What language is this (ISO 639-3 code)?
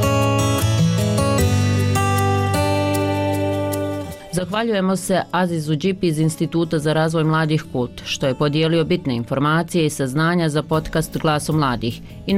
bos